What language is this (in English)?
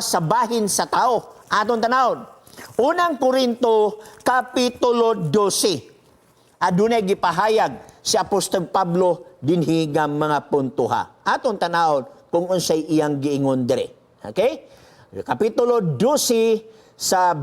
Cebuano